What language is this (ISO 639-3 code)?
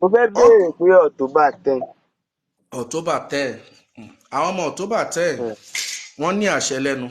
yor